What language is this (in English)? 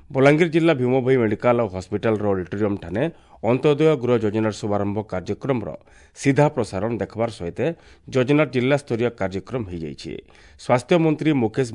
Odia